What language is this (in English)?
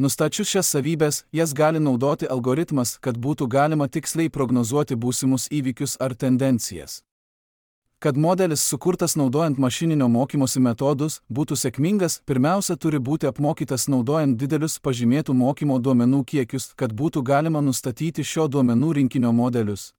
Lithuanian